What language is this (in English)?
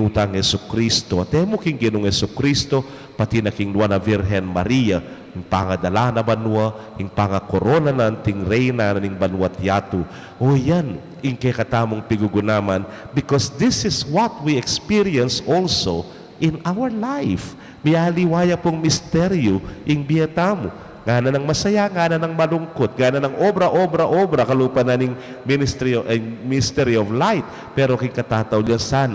Pampanga